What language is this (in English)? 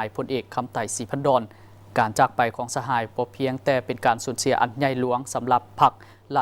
Lao